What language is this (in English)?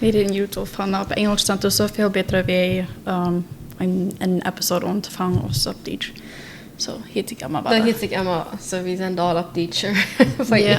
Plautdietsch